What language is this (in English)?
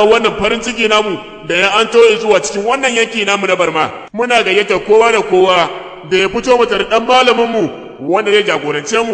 Hausa